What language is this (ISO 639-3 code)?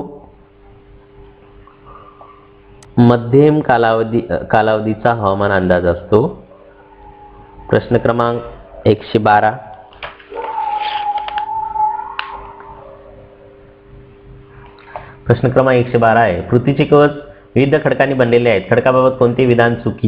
mar